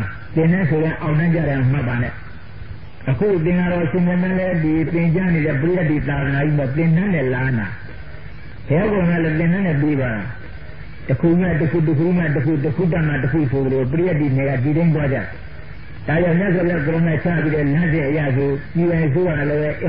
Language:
Burmese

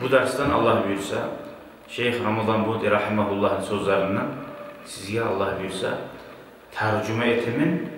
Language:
Kumyk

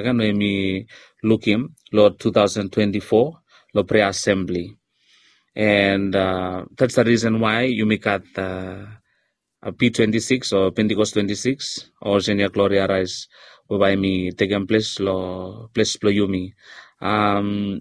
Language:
Bislama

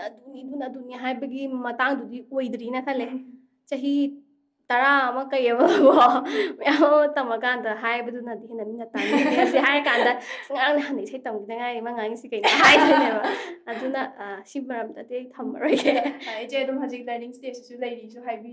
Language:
Manipuri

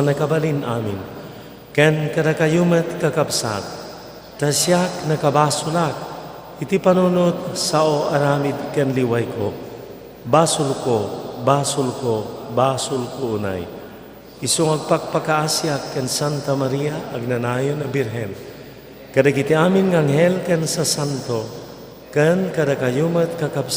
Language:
Iloko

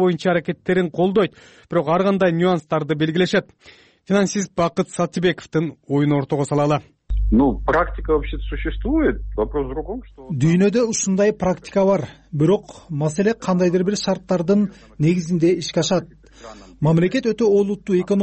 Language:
Kyrgyz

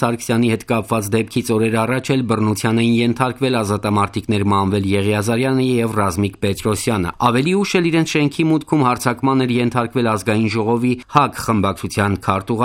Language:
Armenian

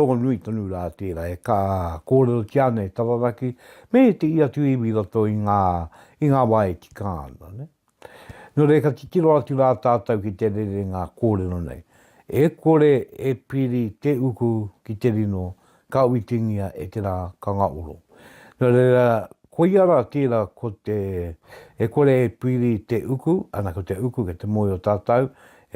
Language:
Māori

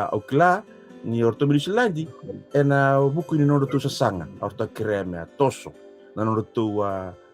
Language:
Fijian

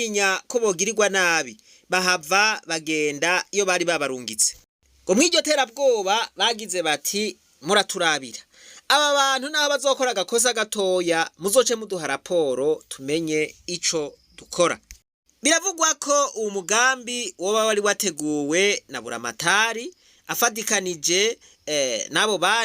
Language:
Rundi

